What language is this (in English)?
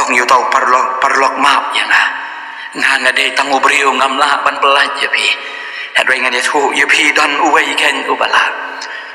Khasi